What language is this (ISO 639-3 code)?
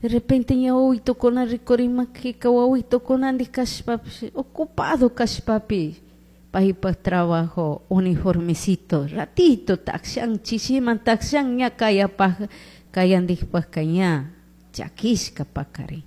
qug